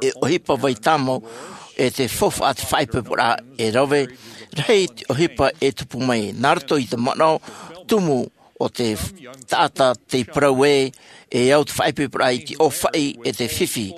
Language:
Tahitian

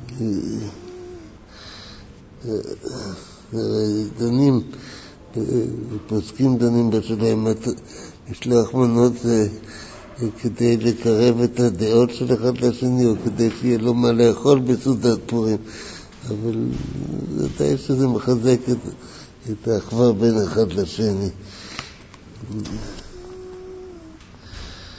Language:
Hebrew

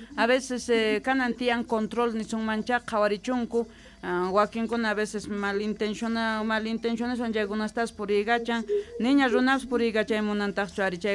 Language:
South Bolivian Quechua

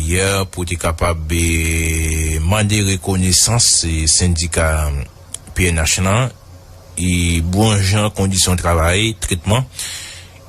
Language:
Haitian Creole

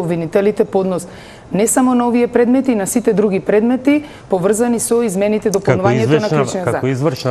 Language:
Macedonian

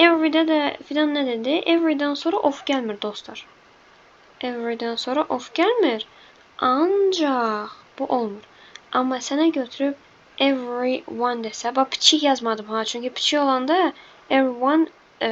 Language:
Azerbaijani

